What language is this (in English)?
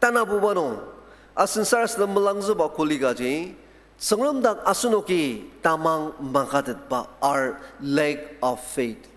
Ao Naga